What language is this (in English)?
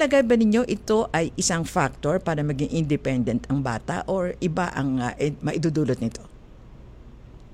Filipino